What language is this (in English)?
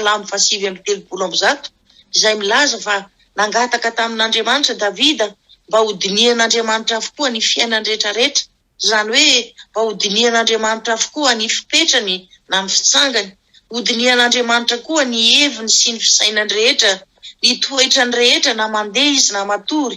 Malagasy